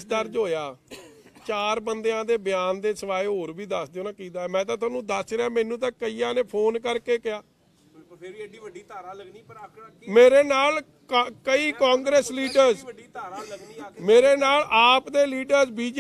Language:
Punjabi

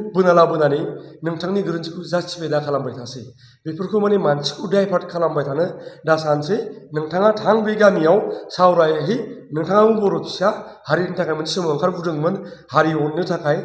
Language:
Bodo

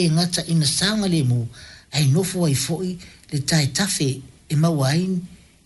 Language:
Samoan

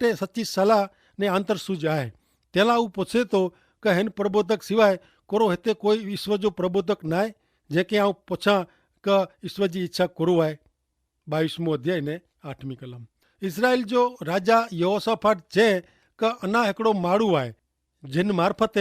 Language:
Kachhi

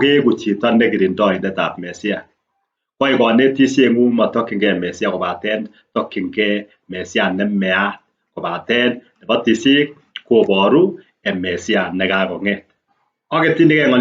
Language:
Kalenjin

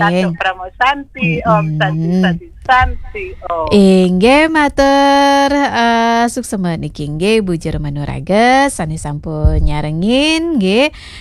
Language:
Balinese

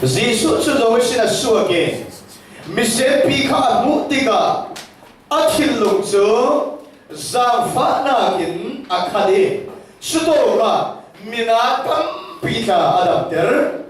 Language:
Falam Chin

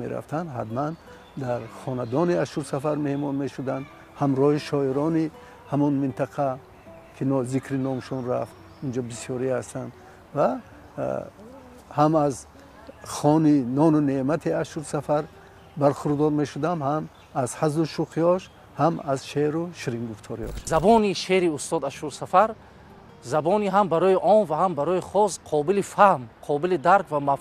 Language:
Tajik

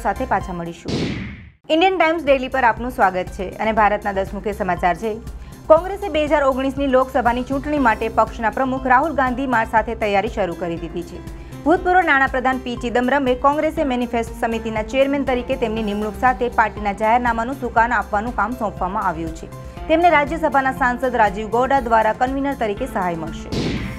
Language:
Gujarati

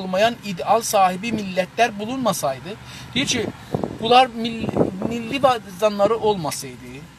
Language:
South Azerbaijani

